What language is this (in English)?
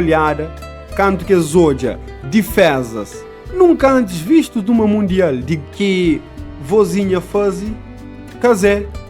Kabuverdianu